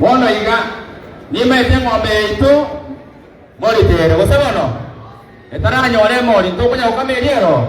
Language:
Gusii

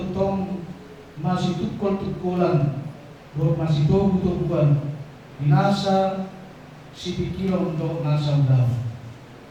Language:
Batak Toba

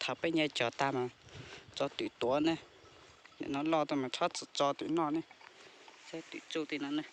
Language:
Hmong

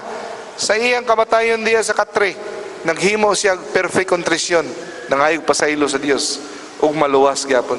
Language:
Cebuano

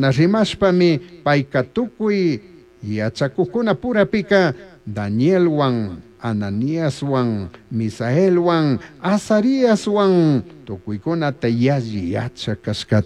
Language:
Chimborazo Highland Quichua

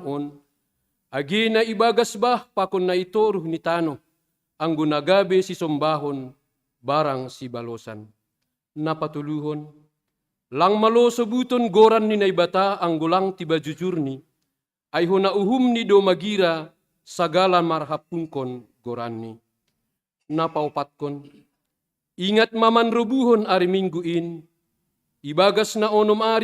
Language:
Batak Simalungun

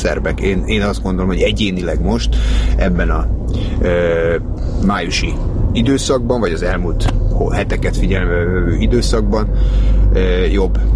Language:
Hungarian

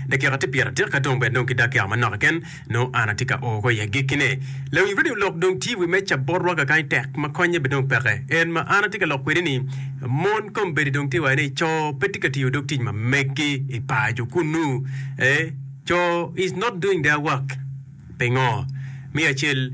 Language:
Acoli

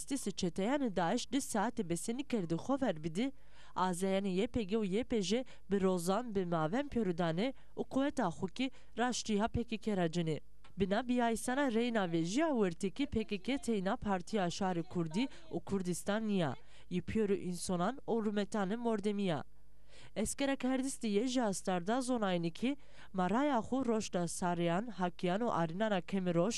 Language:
Zaza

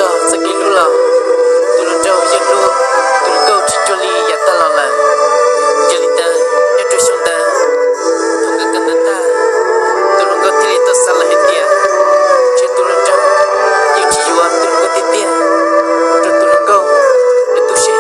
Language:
Hmong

